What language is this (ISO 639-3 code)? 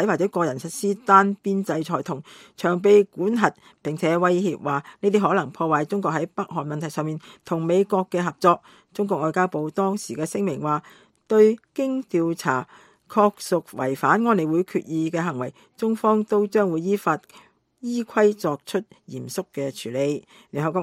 yue